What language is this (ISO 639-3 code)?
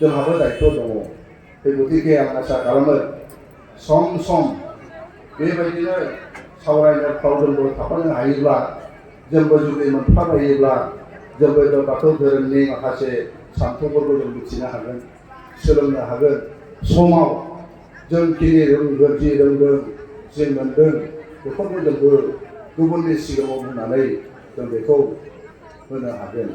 brx